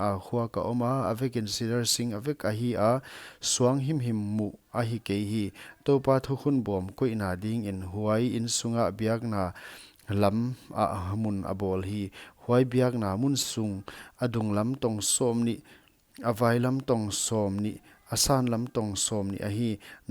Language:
Paite Chin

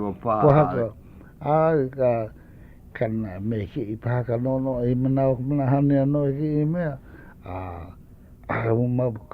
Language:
Hawaiian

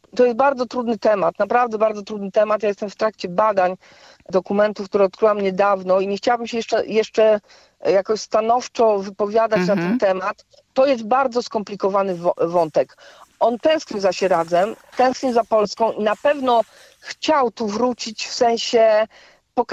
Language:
Polish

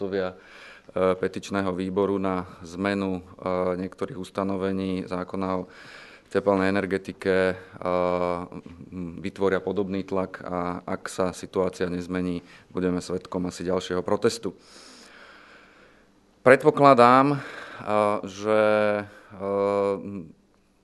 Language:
Slovak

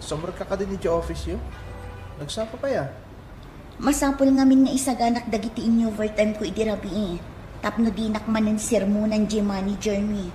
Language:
Iloko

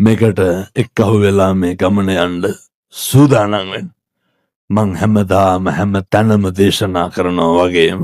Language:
Sinhala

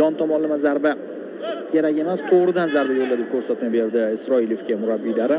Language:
Uzbek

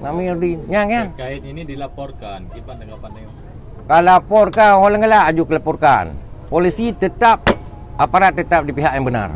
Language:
Achinese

